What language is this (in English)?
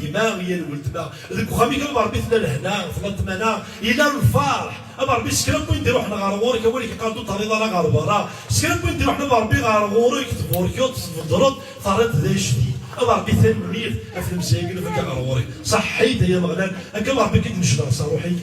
Kabyle